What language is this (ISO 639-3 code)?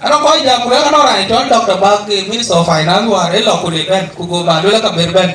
din